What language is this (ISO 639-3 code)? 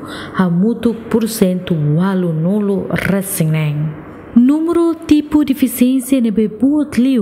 tet